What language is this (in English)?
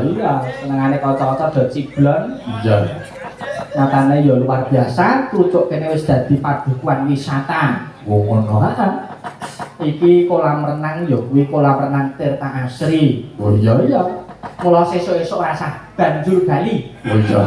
Javanese